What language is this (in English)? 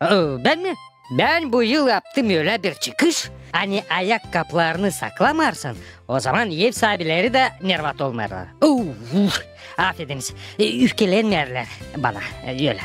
Gagauz